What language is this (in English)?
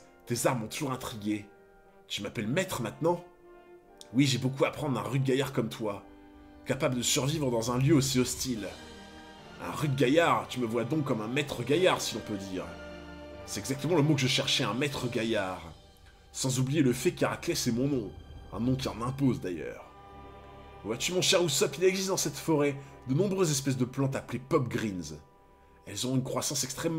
French